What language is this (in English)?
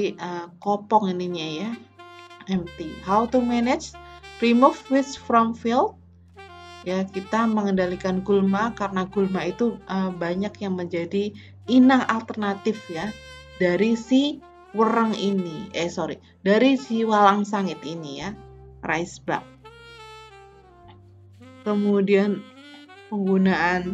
Indonesian